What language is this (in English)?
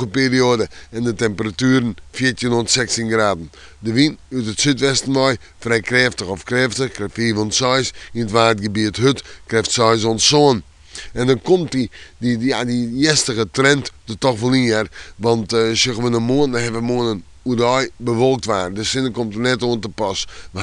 Western Frisian